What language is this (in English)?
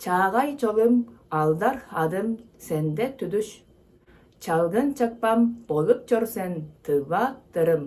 Tuvinian